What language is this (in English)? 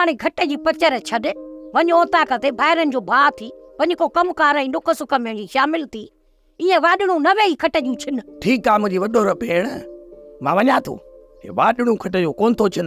Sindhi